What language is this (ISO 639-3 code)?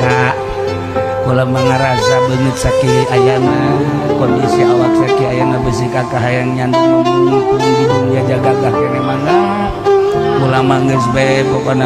sun